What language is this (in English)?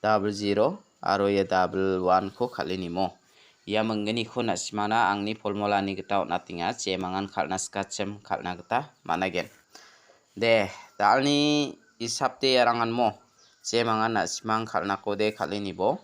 Garo